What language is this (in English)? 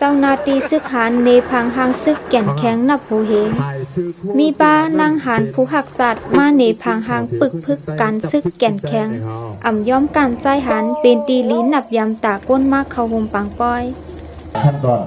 Shan